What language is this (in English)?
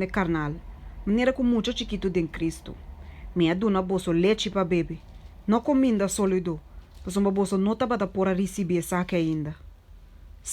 Papiamento